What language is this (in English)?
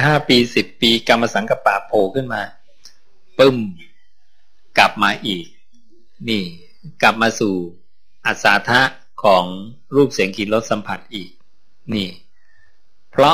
Thai